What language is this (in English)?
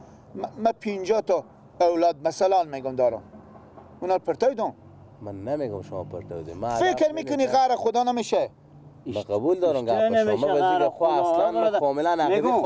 Persian